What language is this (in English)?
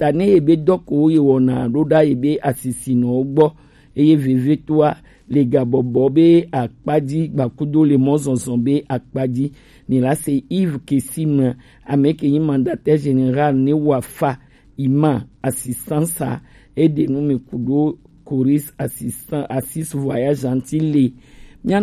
Gen